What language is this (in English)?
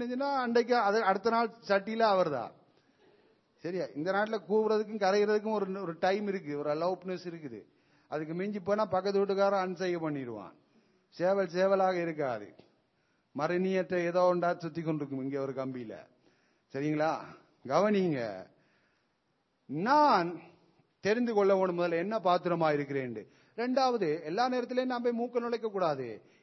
Tamil